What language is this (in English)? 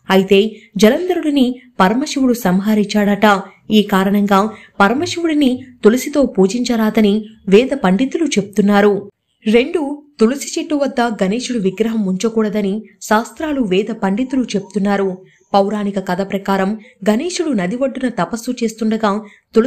Telugu